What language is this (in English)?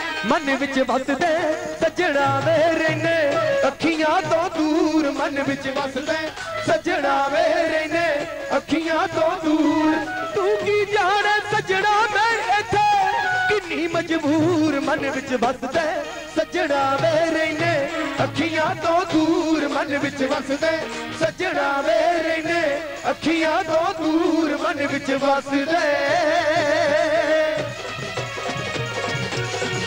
Punjabi